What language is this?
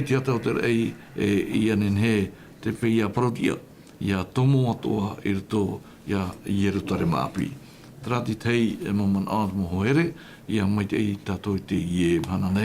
Tahitian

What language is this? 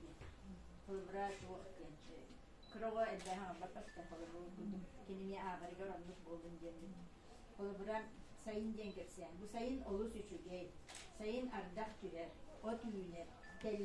Yakut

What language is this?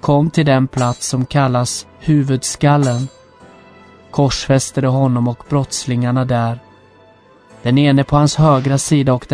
Swedish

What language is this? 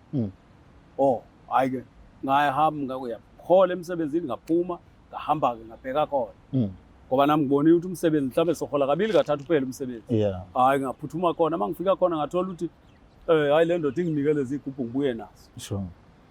Zulu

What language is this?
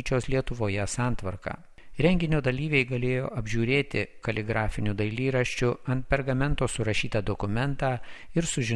Lithuanian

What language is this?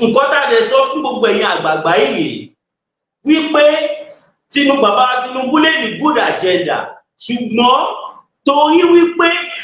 Yoruba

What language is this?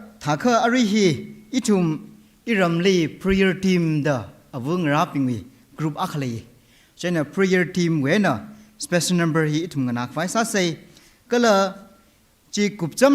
Tangkhul Naga (India)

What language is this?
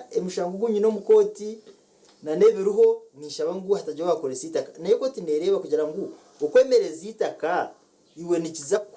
Nyankole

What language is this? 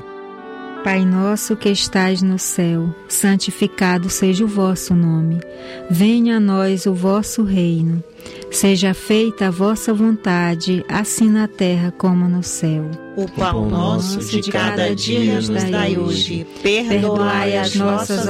Portuguese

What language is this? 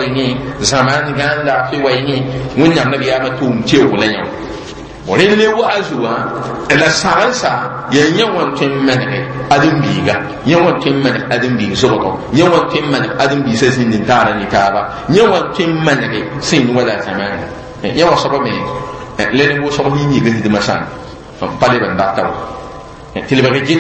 Mossi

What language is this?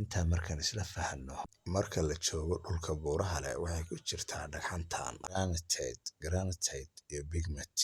Somali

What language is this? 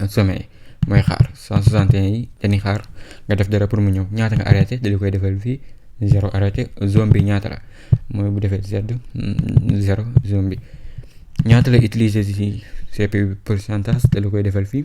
Wolof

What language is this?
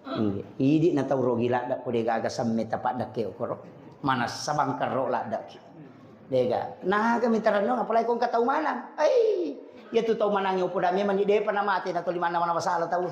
Buginese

